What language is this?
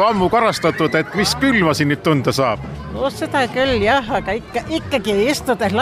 Estonian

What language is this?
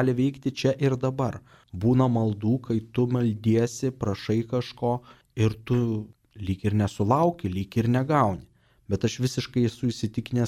Lithuanian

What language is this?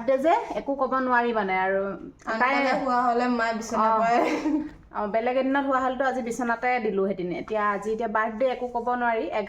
Assamese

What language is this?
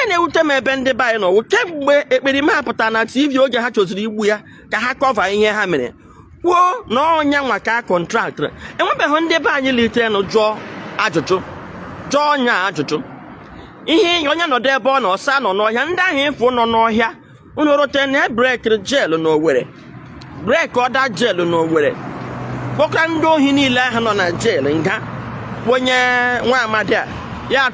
Igbo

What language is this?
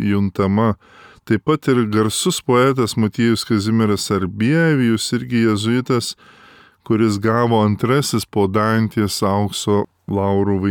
Lithuanian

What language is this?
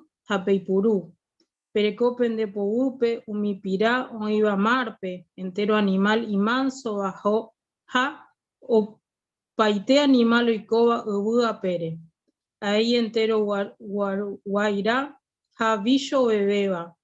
Guarani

